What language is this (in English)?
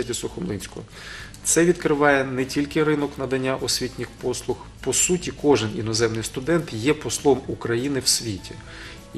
Ukrainian